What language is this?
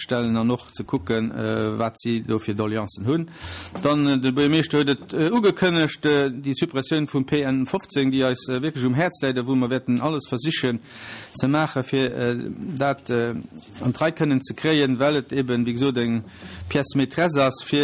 Luxembourgish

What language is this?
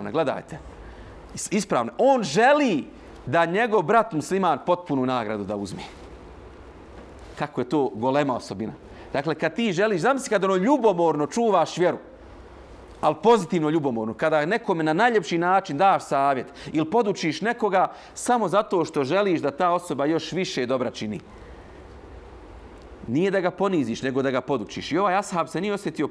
Bosnian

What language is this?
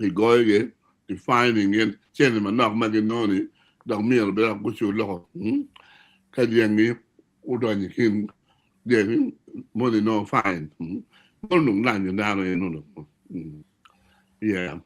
Acoli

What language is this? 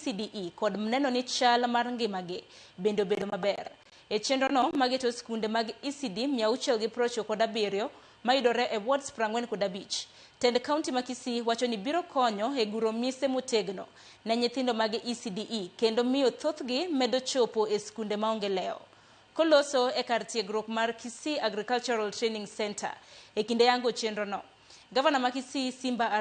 Luo (Kenya and Tanzania)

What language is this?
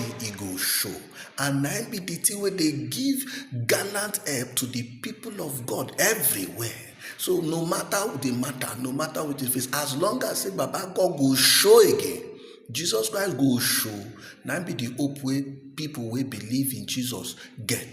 Nigerian Pidgin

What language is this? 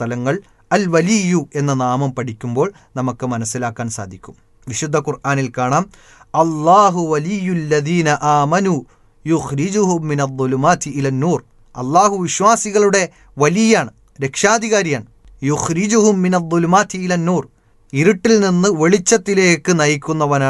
Malayalam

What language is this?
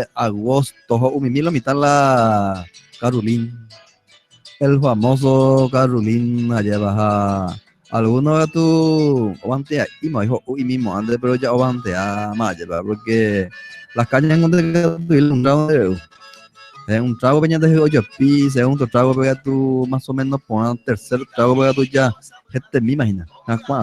Guarani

